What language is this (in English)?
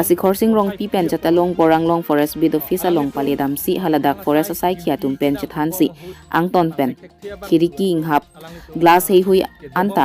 Karbi